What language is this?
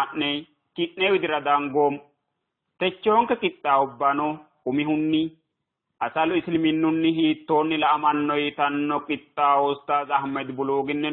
Sidamo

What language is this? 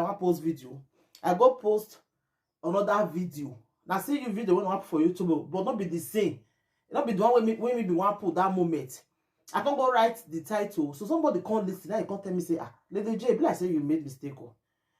Nigerian Pidgin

